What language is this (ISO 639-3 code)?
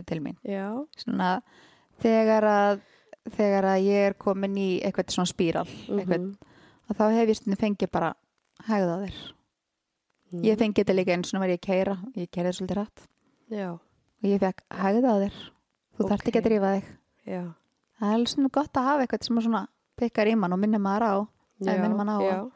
isl